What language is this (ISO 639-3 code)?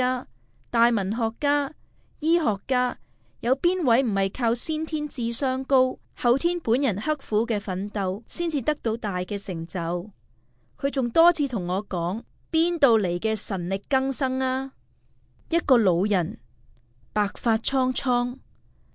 yue